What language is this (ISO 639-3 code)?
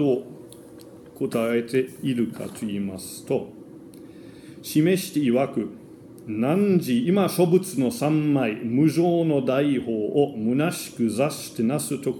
jpn